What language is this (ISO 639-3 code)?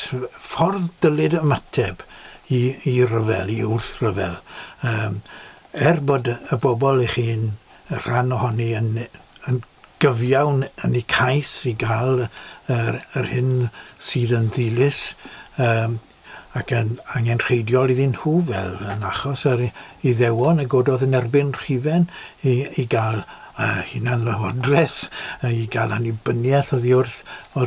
cym